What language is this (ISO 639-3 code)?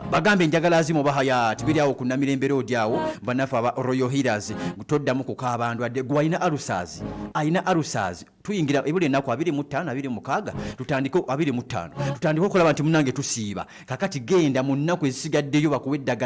lug